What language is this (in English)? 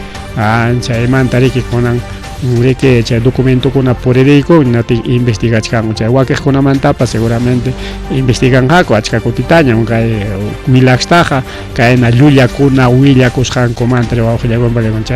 Ayacucho Quechua